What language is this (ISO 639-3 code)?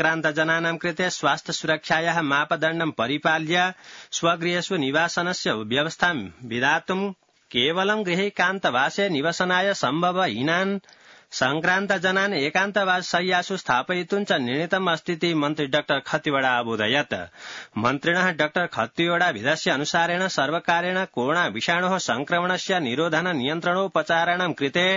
san